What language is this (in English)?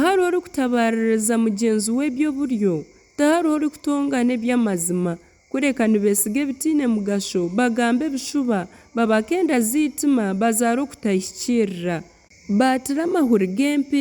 Nyankole